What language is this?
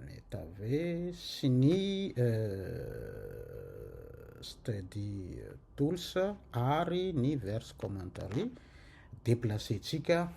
Malagasy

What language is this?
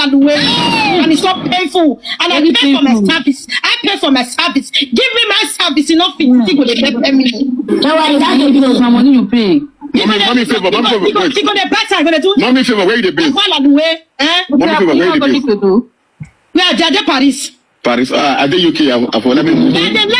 Nigerian Pidgin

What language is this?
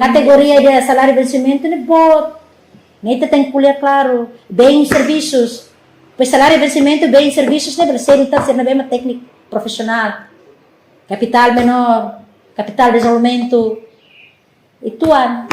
Tetum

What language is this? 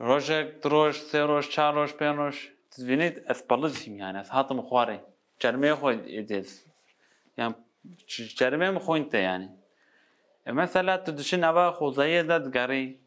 Kurdish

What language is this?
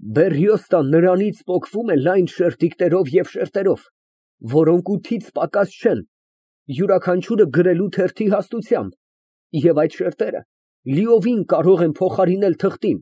Armenian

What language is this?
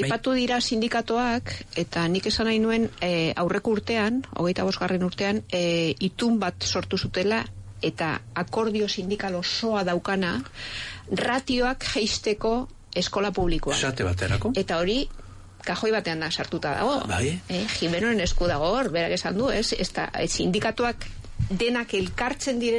Basque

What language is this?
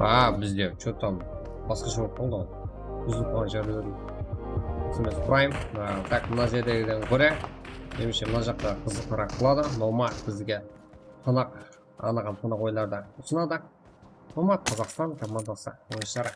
Kara-Kalpak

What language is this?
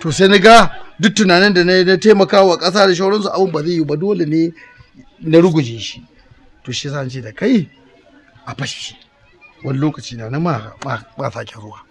Hausa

